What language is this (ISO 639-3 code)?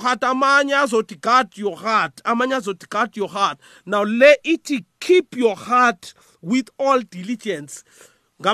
nbl